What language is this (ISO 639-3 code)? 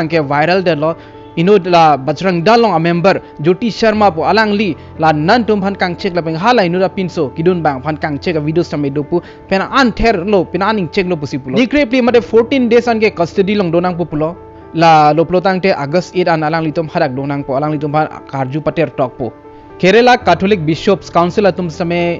mjw